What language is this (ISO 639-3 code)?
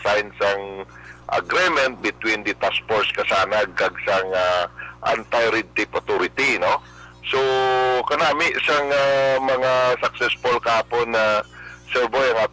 hil